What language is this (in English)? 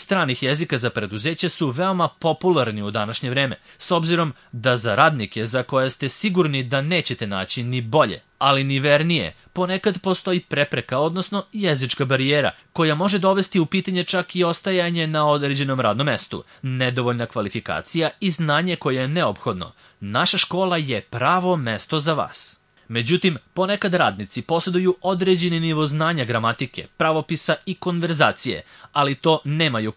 Serbian